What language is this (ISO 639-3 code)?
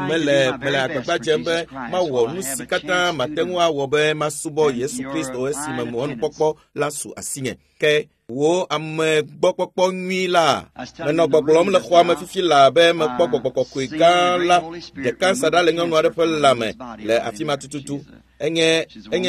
ewe